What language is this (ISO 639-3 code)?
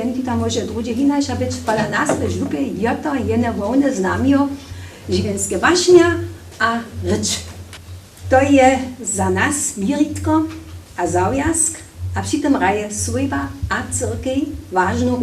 hsb